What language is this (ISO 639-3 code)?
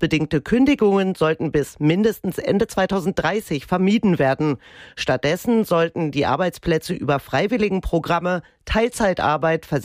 deu